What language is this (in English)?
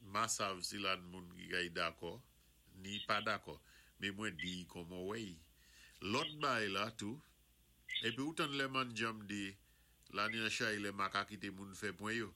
Saint Lucian Creole French